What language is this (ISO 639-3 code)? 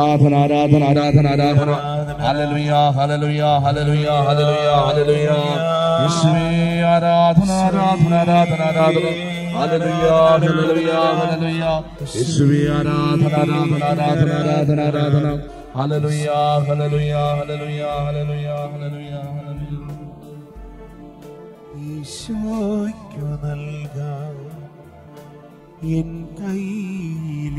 mal